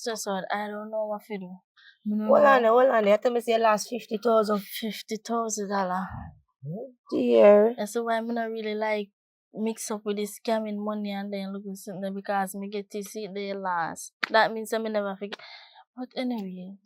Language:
Jamaican Creole English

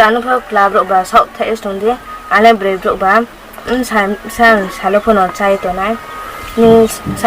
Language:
Riang (India)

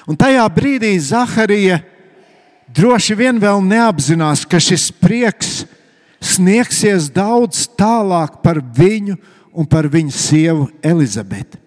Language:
Latvian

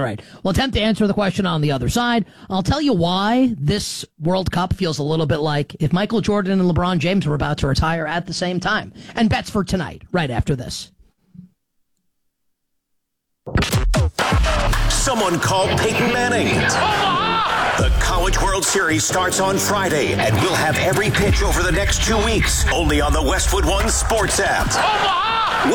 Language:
English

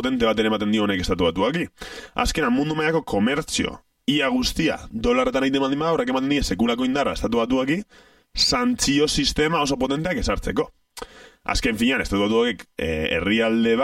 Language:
Basque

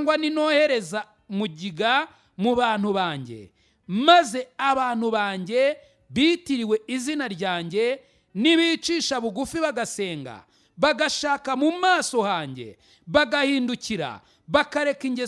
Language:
Kinyarwanda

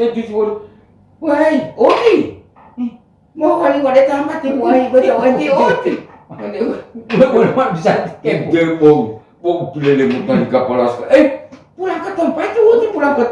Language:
Gorontalo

